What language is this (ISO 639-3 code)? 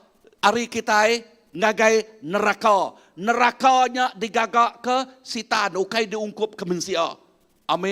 iba